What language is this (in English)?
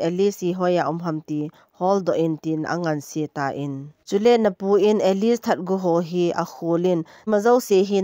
Thado Chin